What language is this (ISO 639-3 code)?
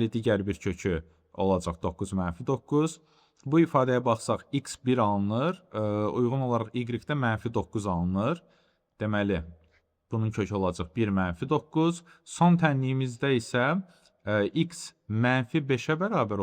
aze